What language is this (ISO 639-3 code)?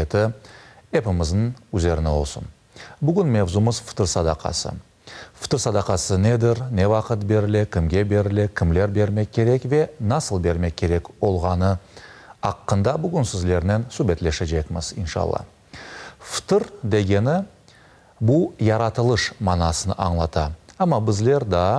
crh